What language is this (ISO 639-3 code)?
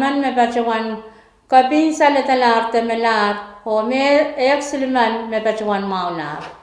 pon